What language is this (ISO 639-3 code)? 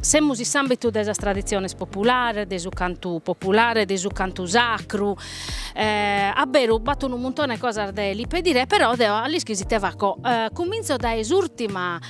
srd